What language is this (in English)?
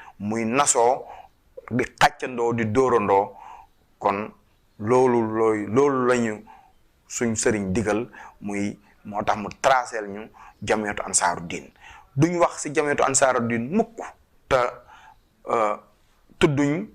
Wolof